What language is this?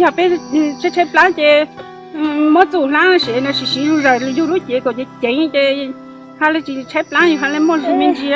Hmong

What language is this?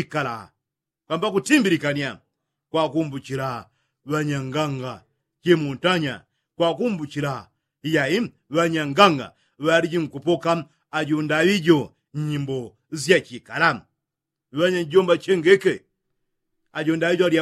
Yao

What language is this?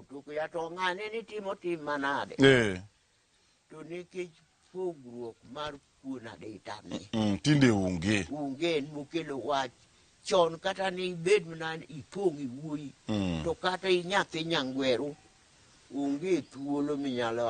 Luo (Kenya and Tanzania)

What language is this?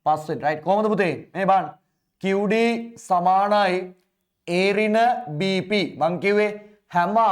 Sinhala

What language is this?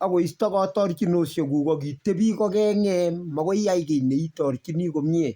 Kalenjin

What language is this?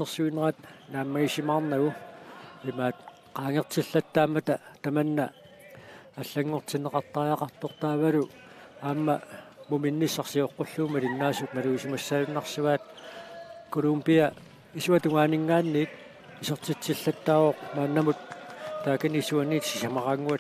Kalaallisut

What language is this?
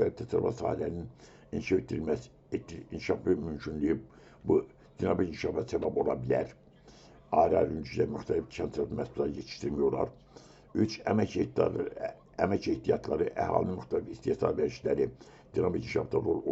Azerbaijani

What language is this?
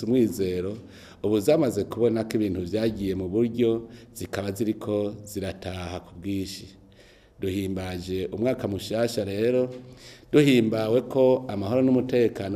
Rundi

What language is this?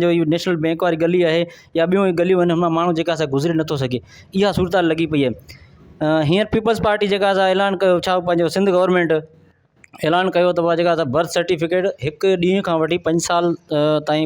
Sindhi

